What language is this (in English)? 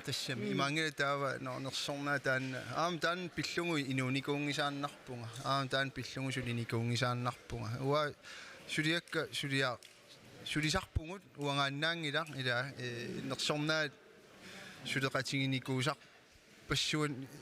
Kalaallisut